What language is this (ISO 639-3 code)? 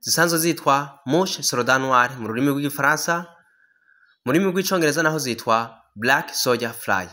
run